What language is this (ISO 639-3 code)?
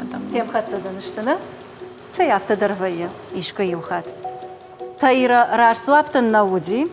oss